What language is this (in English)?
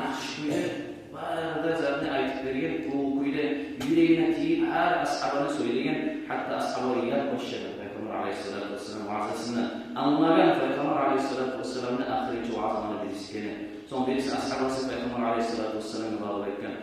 Kumyk